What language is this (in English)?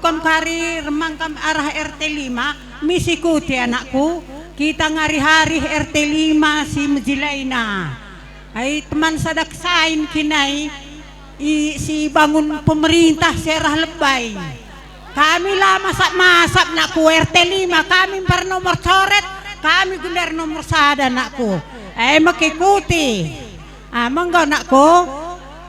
Batak Karo